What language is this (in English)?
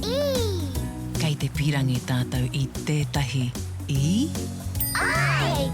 Māori